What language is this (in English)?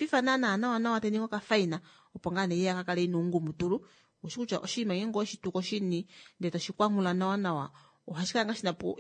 Kuanyama